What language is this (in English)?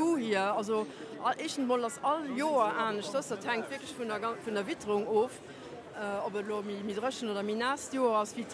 Luxembourgish